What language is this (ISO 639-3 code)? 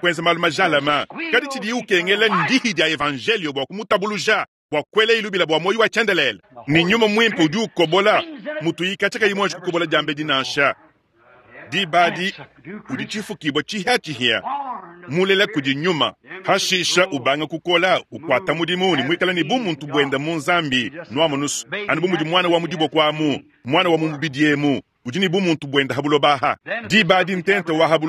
lua